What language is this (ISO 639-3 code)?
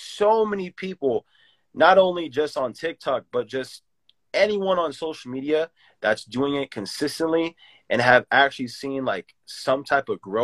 eng